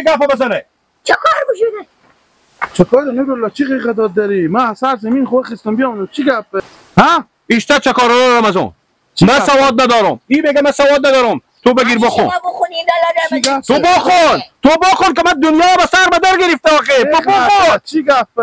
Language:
Hazaragi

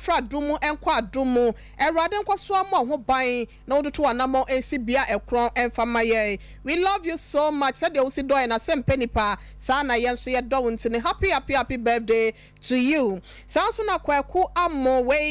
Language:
Akan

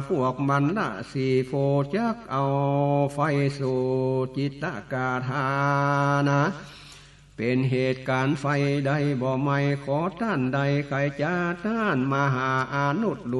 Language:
Northern Thai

